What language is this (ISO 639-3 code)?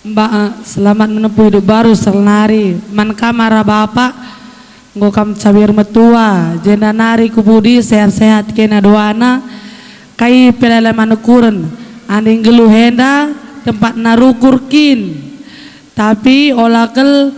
btx